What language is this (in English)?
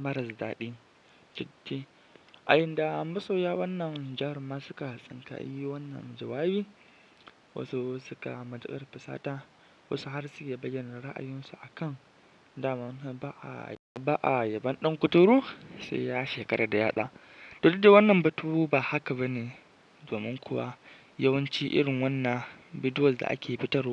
Hausa